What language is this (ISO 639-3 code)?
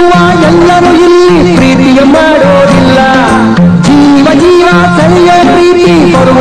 kan